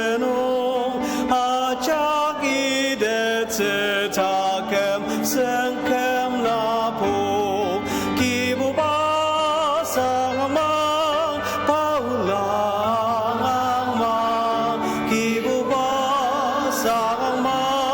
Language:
Ao Naga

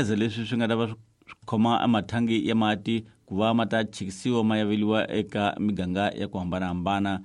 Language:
Tsonga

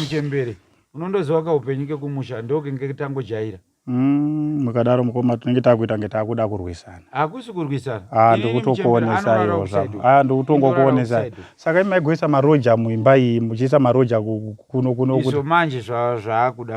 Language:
Shona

